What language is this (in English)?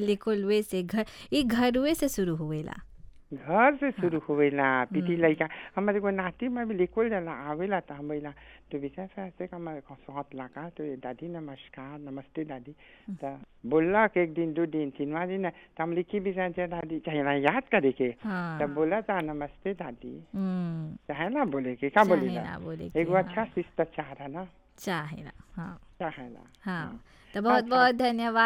Bhojpuri